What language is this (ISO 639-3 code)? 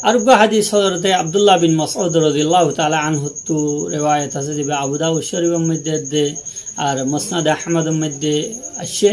rhg